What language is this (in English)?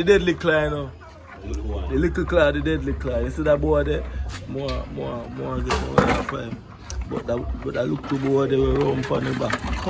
Jamaican Creole English